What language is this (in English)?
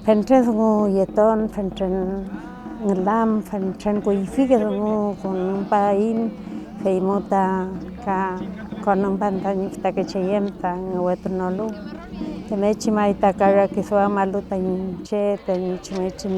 Mapuche